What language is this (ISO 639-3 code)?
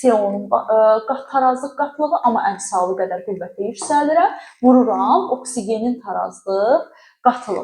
aze